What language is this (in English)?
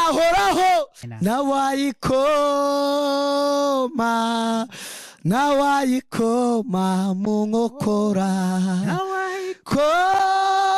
Kinyarwanda